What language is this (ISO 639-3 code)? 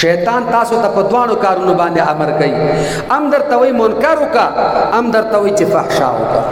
pus